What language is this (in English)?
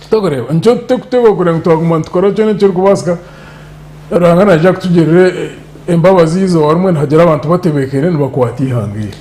Nyankole